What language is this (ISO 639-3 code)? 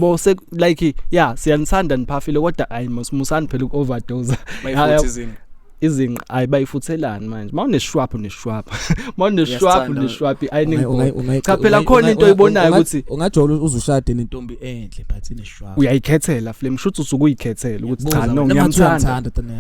zul